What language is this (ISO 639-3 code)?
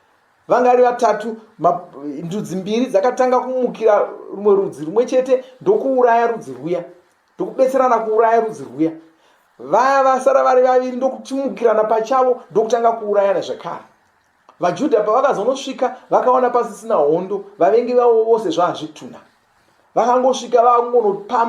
sna